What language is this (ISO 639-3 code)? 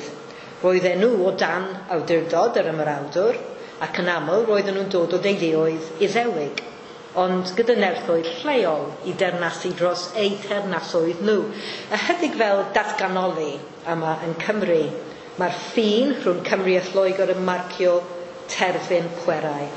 cym